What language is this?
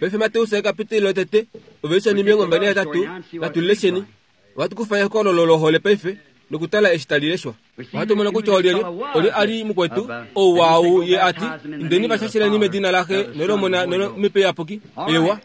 Kuanyama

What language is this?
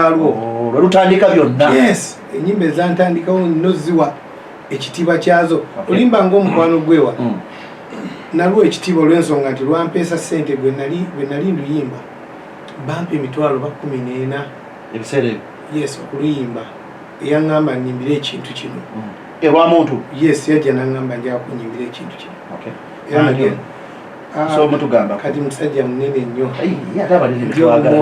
Ganda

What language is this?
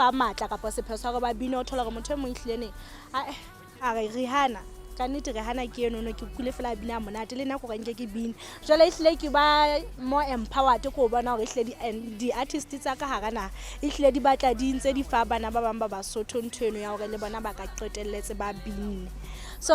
Southern Sotho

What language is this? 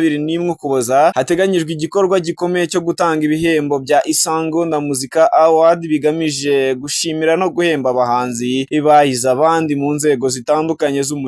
Kinyarwanda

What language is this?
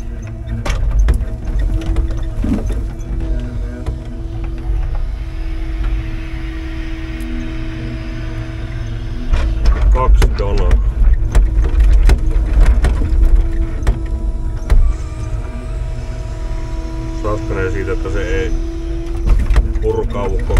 Finnish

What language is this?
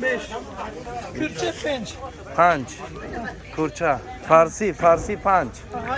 Tajik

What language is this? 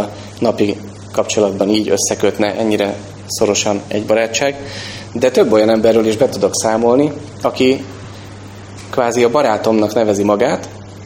Hungarian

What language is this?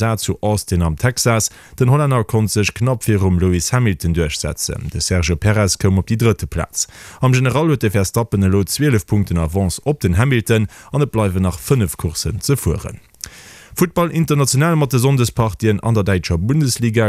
Luxembourgish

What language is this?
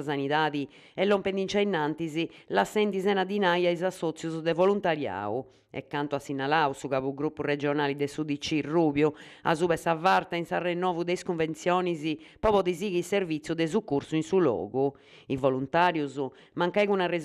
Sardinian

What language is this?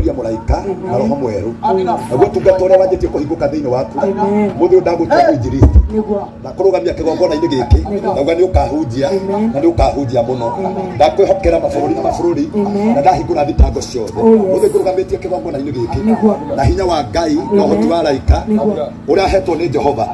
Kikuyu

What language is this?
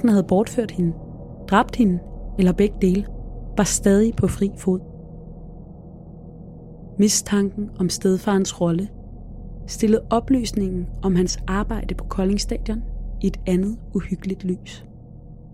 Danish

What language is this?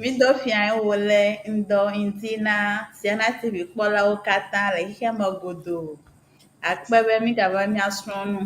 Ewe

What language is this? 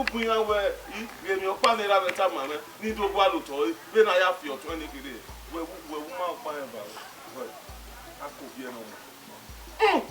Bini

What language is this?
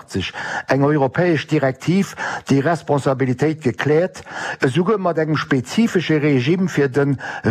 Luxembourgish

